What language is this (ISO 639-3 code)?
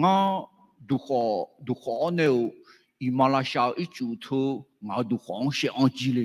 ahk